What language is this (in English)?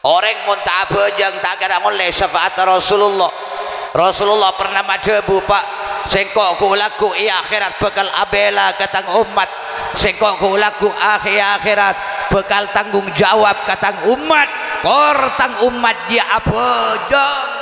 Madurese